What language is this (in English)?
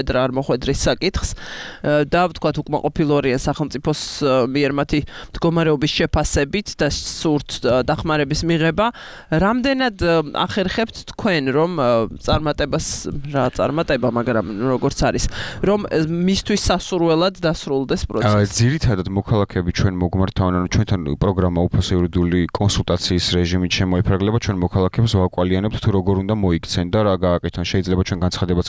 Georgian